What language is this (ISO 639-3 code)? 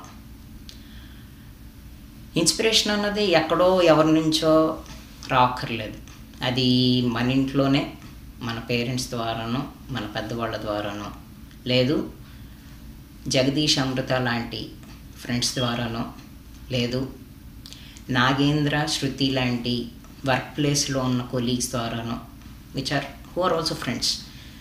tel